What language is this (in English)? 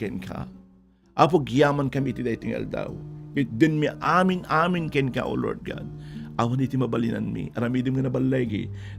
Iloko